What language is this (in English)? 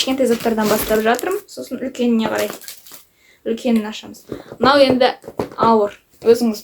Kazakh